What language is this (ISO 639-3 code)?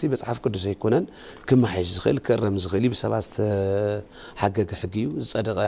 tir